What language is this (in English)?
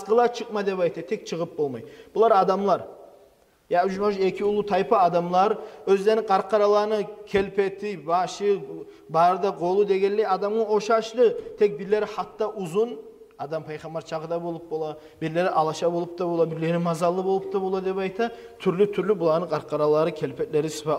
Kumyk